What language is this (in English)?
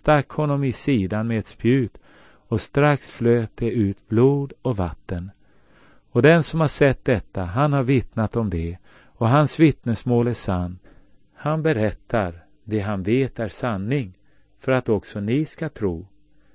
Swedish